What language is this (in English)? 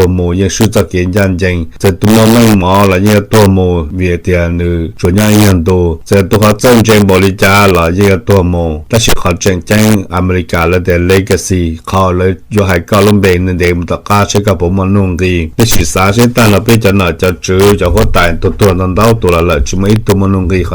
Hmong